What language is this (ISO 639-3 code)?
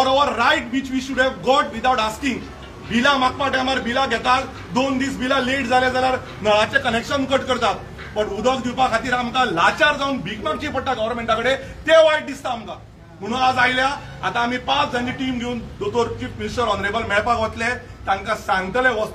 kok